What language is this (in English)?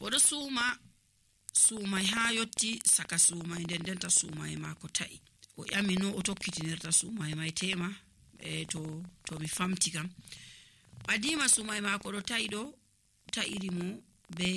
Nigerian Fulfulde